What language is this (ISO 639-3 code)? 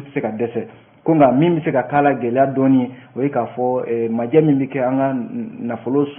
bam